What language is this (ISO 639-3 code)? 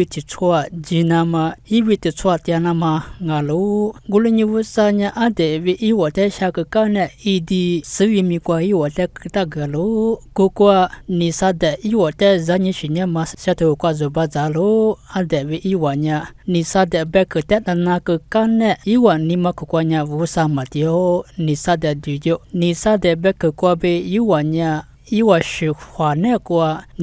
lis